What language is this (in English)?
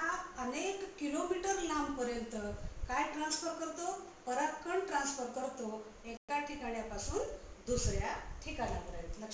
Marathi